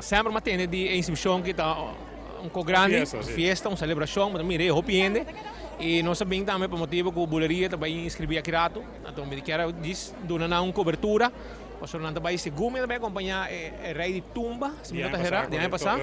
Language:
Papiamento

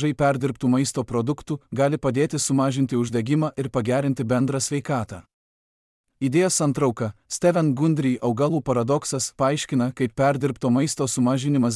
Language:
Lithuanian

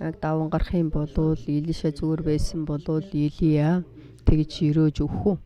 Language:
Mongolian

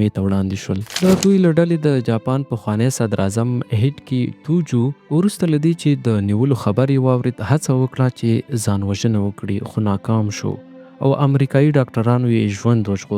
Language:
Pashto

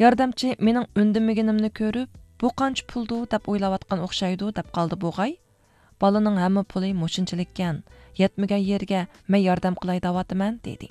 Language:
Uyghur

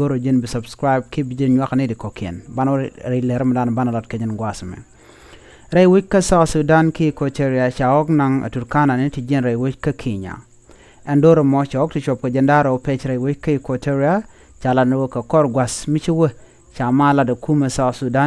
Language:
Nuer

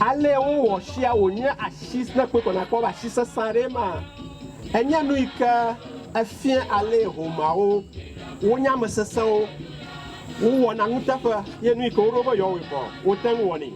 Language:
Ewe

